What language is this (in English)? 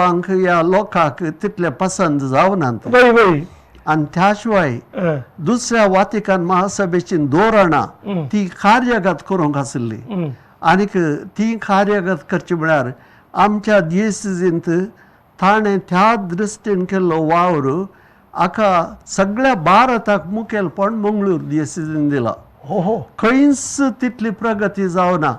Konkani